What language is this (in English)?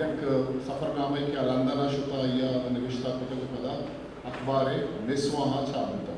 Eastern Balochi